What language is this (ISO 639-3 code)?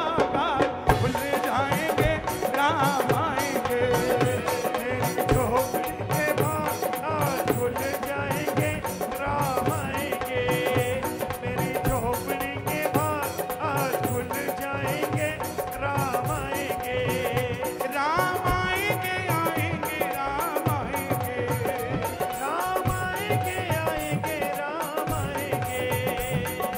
hin